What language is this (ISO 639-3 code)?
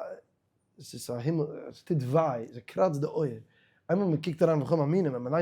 yid